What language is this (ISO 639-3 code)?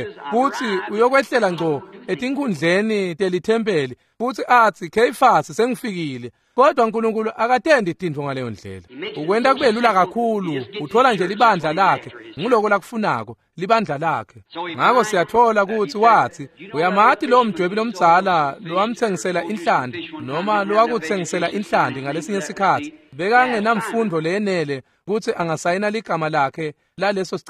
ssw